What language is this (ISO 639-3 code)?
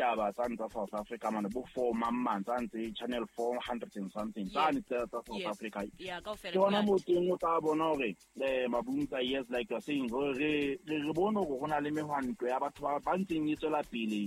sot